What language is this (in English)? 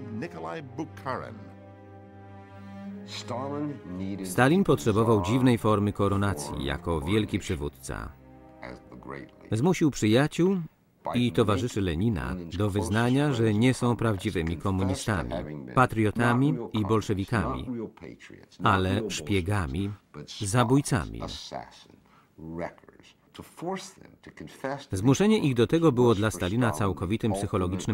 Polish